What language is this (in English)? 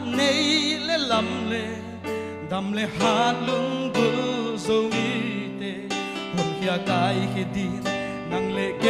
Tedim Chin